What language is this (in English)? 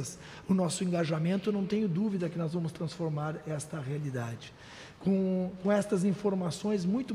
Portuguese